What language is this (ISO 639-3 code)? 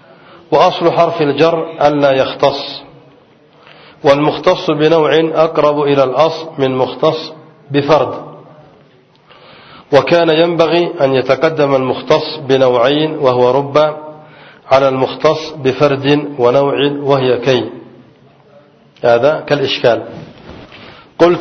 ara